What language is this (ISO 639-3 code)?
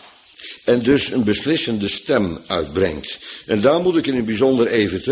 nld